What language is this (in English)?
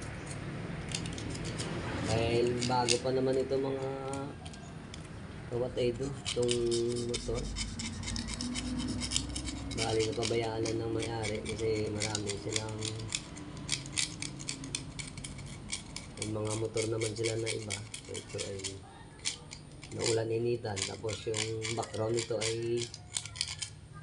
Filipino